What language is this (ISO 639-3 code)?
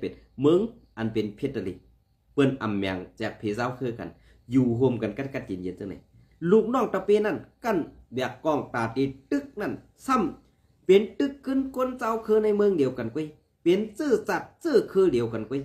shn